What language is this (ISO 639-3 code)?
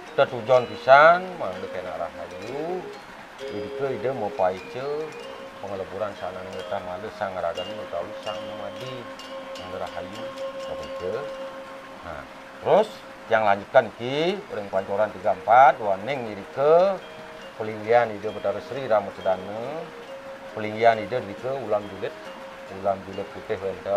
ban